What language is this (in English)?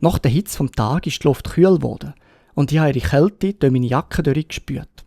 Swiss German